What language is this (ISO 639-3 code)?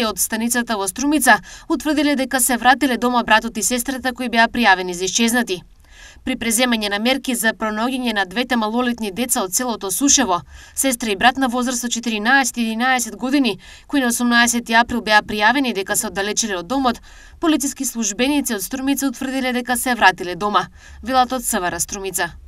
mkd